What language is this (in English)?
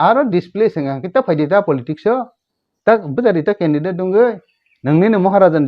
Kok Borok